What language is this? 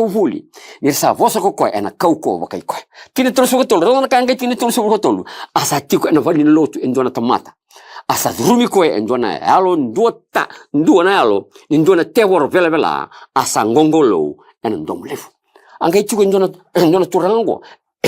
Fijian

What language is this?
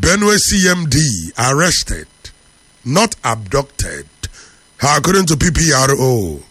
English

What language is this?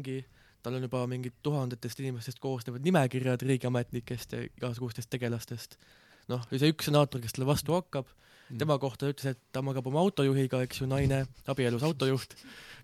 Estonian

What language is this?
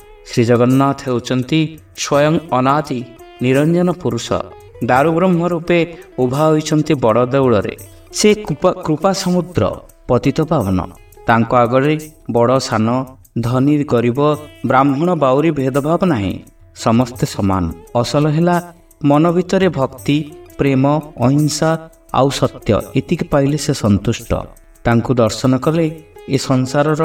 Odia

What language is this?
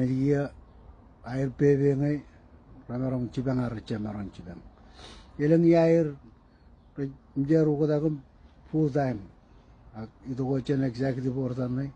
Marshallese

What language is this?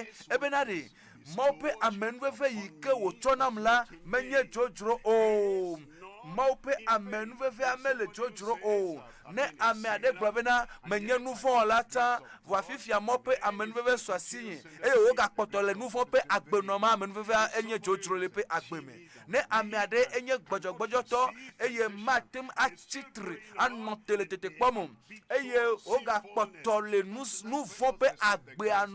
Ewe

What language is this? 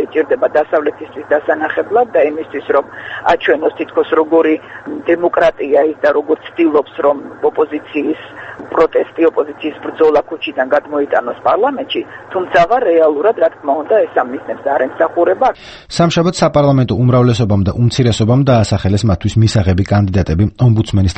Georgian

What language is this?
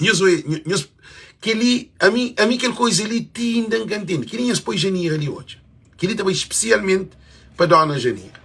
Kabuverdianu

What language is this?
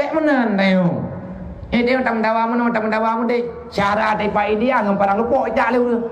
Achinese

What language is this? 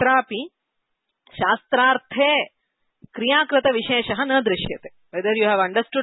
Sanskrit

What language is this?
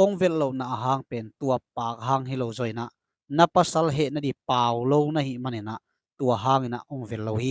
Tedim Chin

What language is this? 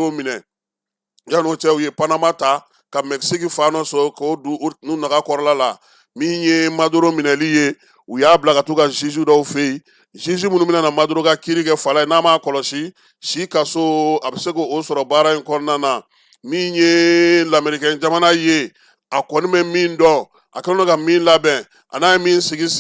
Bambara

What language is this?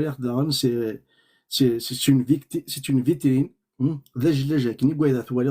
Kabyle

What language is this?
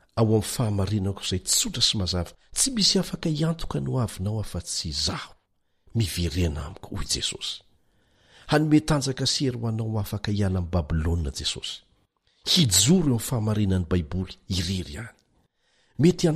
Malagasy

